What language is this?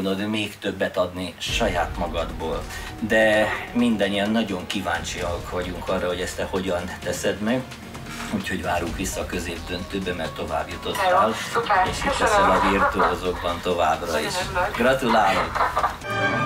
Hungarian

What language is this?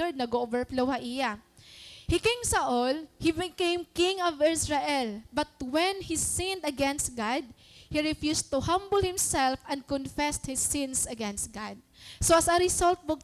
Waray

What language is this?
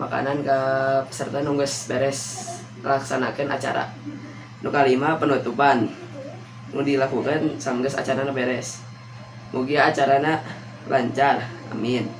Sundanese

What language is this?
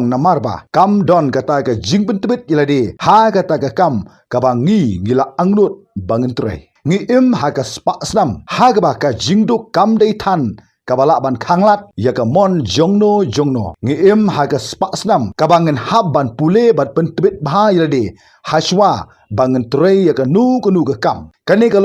Khasi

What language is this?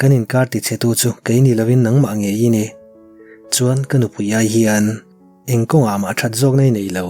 Mizo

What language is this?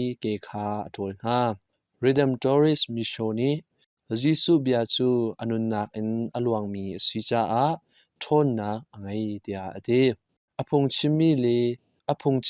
Hakha Chin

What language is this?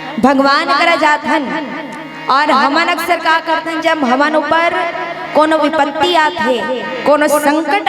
Chhattisgarhi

